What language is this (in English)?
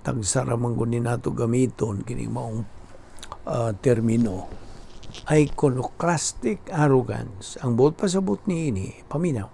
Cebuano